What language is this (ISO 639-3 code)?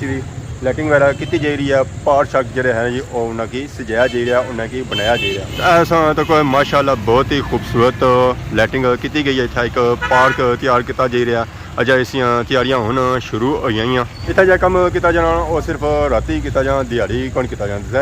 phr